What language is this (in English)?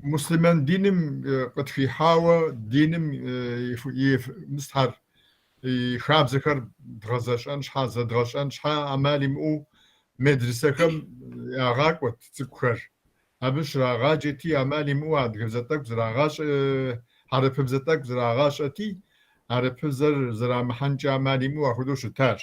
Kabardian